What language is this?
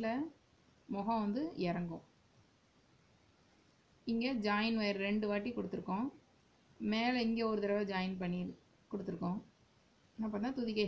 Tamil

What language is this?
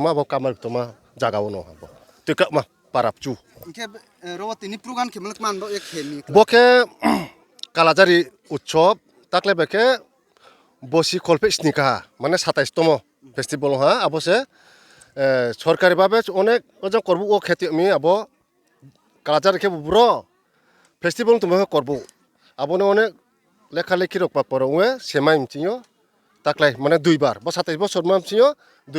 Riang (India)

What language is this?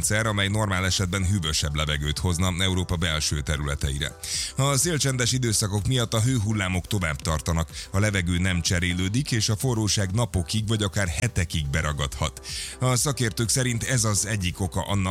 Hungarian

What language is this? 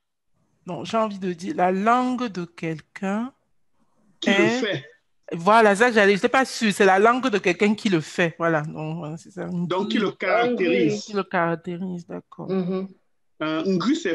French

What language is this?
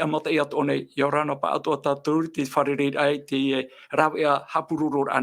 Tahitian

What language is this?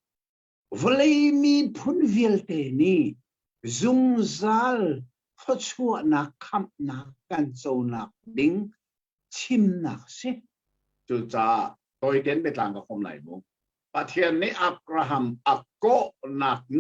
Hakha Chin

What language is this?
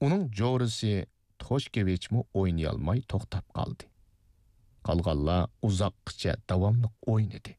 Uyghur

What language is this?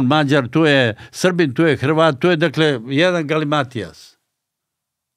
Serbian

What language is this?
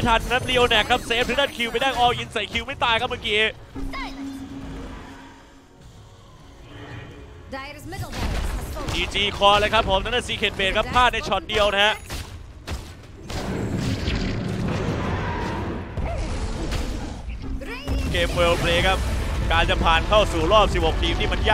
Thai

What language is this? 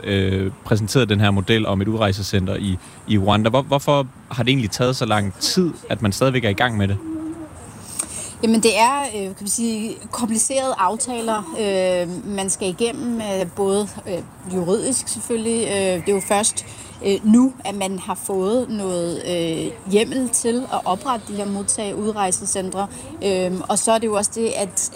Danish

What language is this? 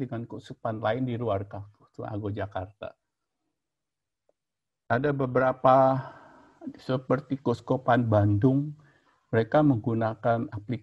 Indonesian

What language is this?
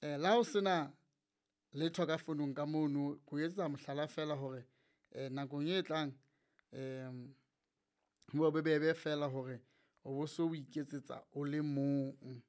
Southern Sotho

